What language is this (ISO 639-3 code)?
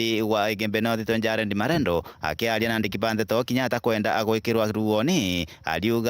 mer